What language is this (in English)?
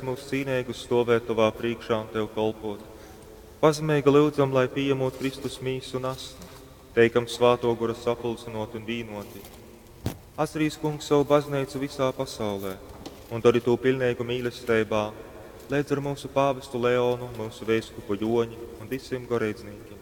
Latgalian